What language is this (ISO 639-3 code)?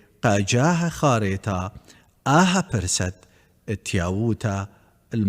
aii